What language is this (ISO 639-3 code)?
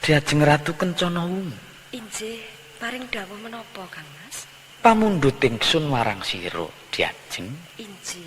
jav